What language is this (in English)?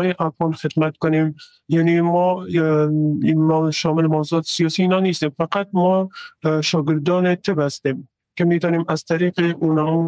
Persian